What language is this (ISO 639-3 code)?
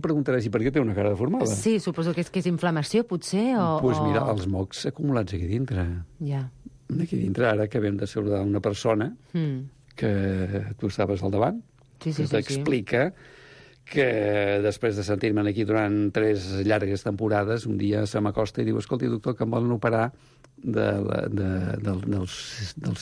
cat